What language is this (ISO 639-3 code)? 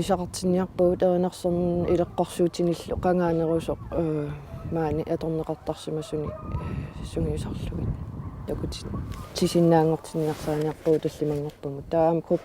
kal